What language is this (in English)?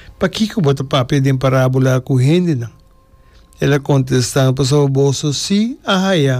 Papiamento